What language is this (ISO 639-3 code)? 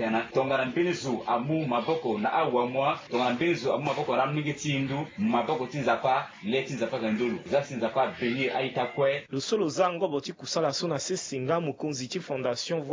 sag